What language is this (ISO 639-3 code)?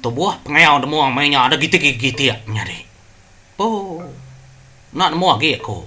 iba